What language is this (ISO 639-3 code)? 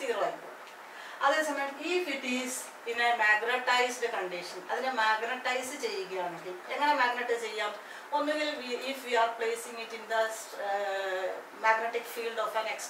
mal